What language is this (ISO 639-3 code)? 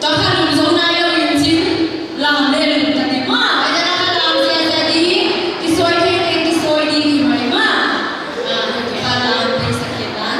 pck